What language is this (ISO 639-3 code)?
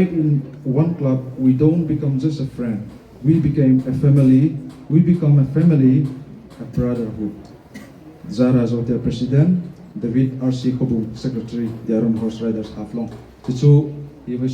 hmr